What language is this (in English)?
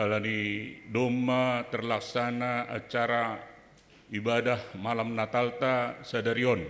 Batak Simalungun